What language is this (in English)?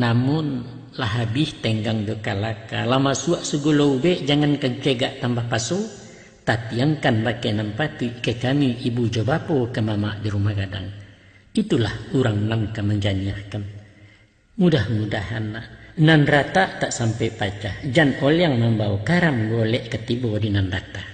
Minangkabau